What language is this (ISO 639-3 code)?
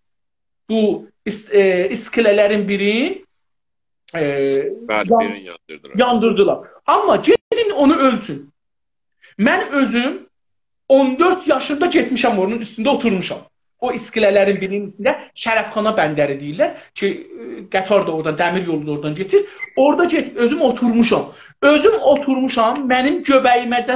azb